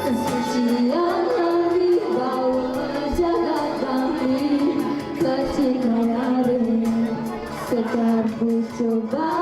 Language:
Balinese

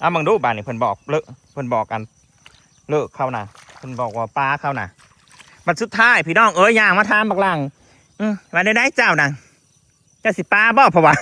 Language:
Northeastern Thai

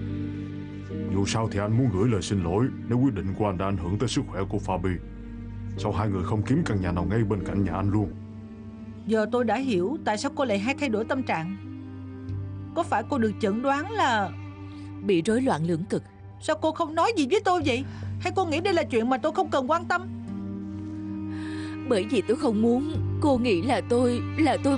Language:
Vietnamese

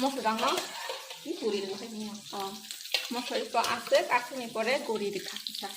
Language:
Kok Borok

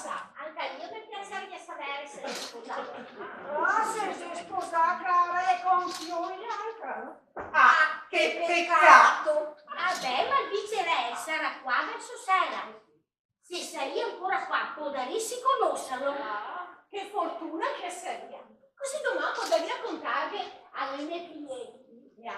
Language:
Venetian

